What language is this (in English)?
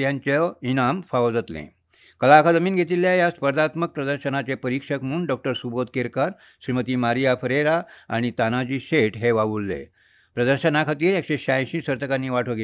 Konkani